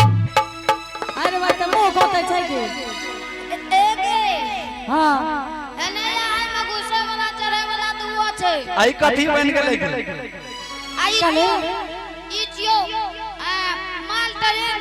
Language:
Angika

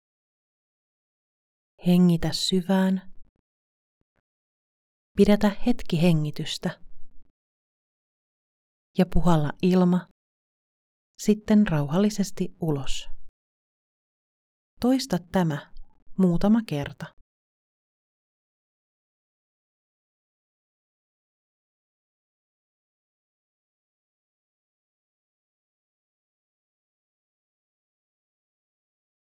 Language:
Finnish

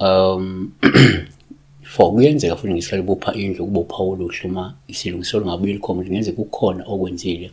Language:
Zulu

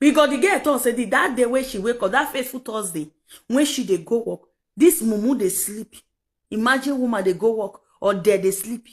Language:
Nigerian Pidgin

